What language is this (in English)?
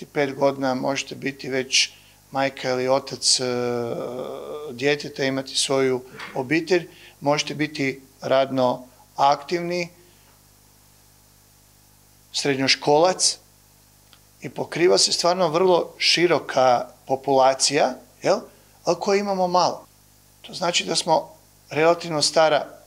Croatian